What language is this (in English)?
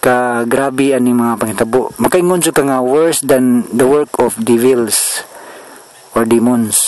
Cebuano